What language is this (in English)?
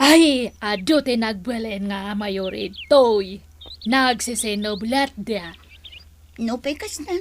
Iloko